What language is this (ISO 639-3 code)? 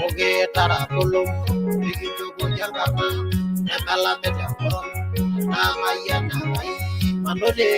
mas